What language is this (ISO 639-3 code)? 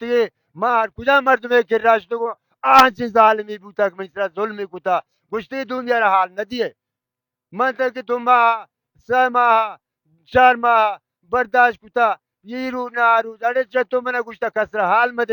bal